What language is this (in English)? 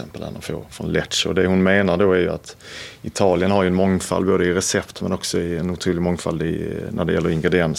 Swedish